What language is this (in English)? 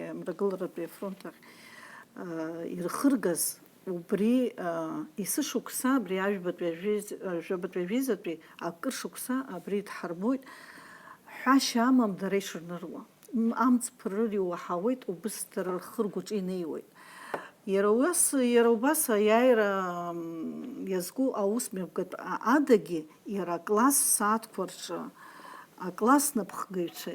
Abkhazian